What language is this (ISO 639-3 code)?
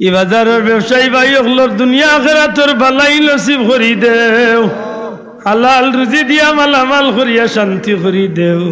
syl